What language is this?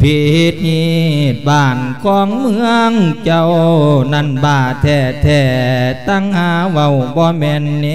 Lao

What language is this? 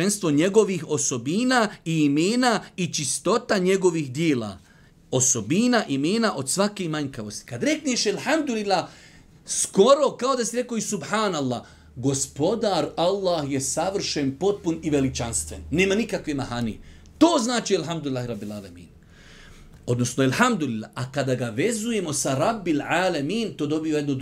Bosnian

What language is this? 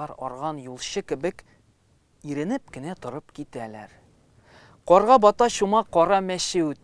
Tatar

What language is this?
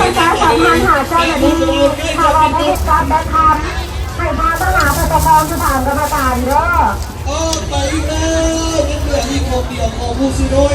Lao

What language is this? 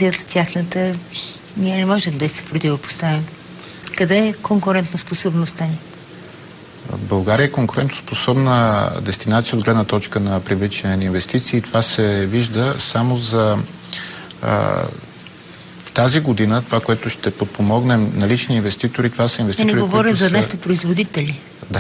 Bulgarian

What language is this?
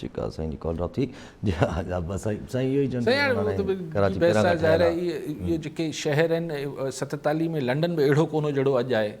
Sindhi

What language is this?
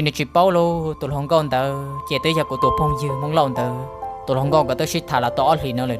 Hmong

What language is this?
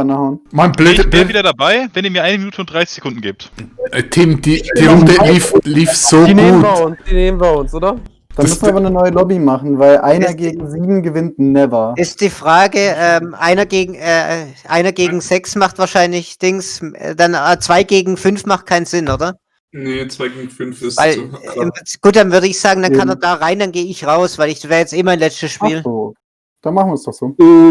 Swiss German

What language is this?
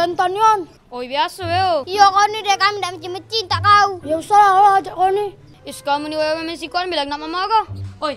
Musi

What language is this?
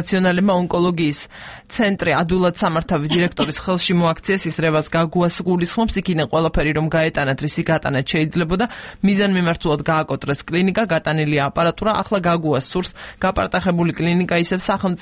Georgian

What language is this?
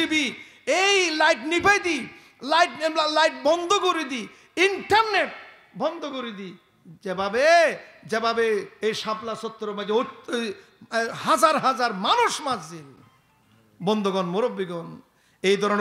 Rohingya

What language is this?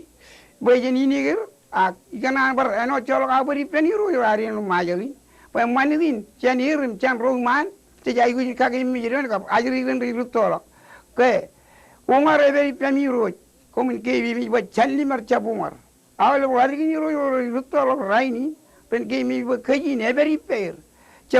Marshallese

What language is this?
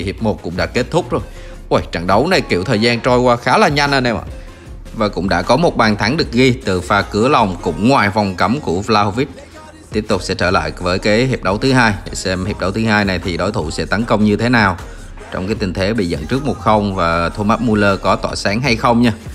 Vietnamese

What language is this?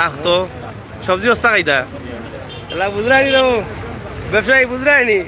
Sylheti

